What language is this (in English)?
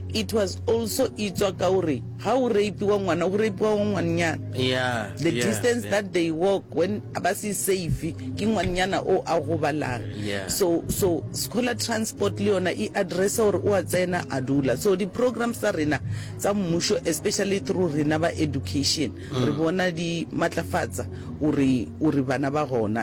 Northern Sotho